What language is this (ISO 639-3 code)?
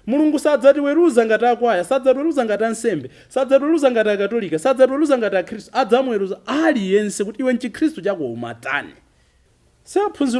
nya